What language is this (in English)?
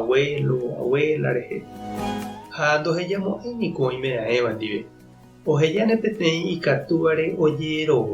Guarani